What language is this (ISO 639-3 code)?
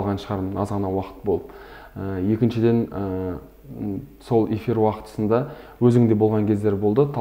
kaz